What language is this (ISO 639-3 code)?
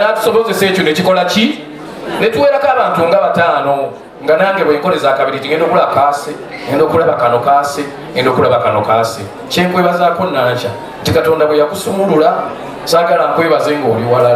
lug